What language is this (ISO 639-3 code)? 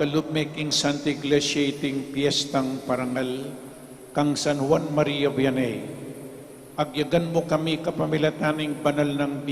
pam